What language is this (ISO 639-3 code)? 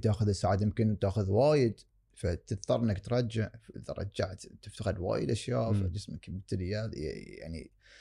afb